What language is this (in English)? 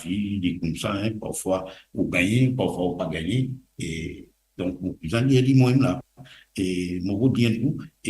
Morisyen